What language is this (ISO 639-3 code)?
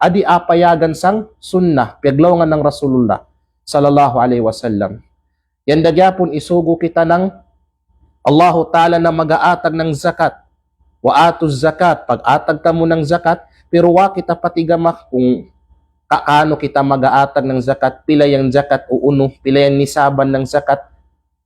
kqe